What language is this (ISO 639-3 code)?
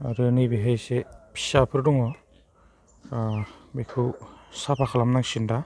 brx